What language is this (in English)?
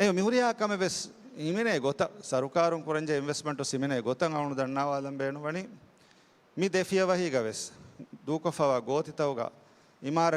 Divehi